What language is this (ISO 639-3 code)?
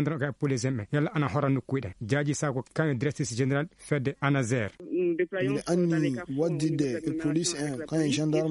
ful